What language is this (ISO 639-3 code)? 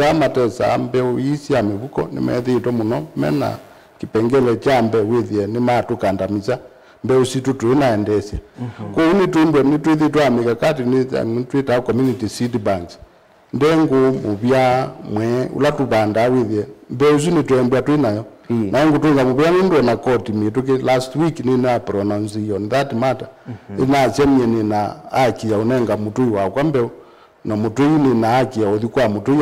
kam